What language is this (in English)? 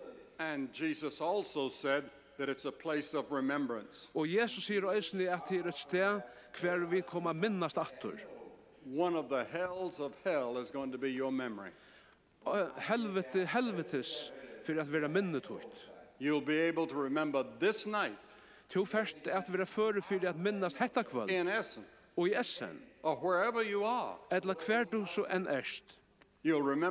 Faroese